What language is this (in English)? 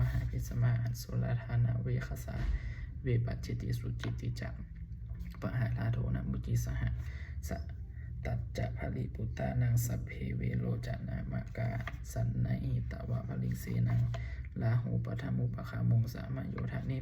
Pali